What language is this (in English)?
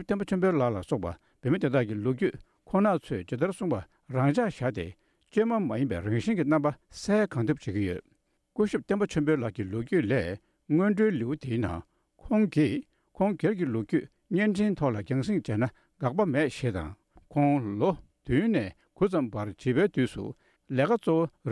Tibetan